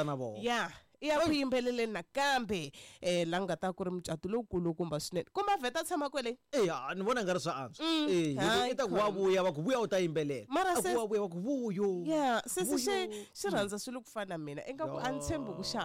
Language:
Tsonga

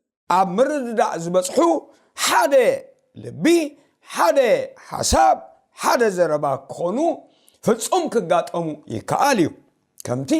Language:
Tigrinya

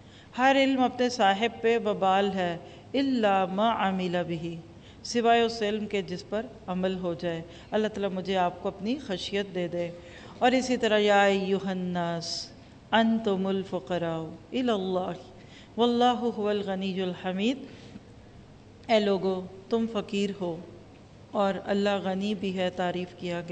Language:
Urdu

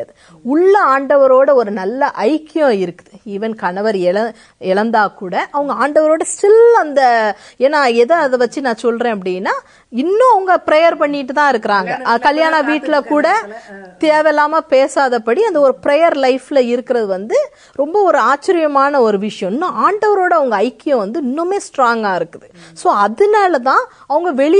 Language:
Tamil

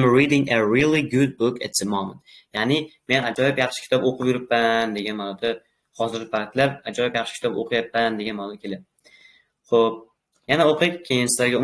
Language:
Uzbek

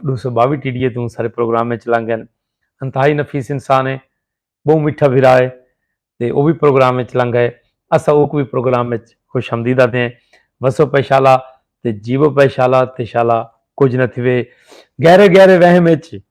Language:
Saraiki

